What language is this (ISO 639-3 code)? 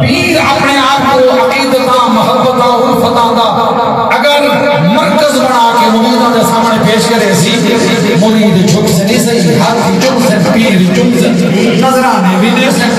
skr